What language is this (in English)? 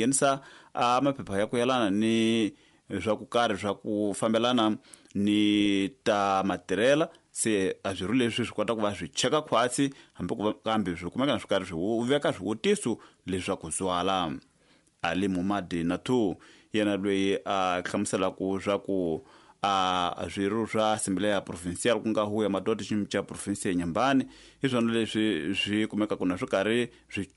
Tsonga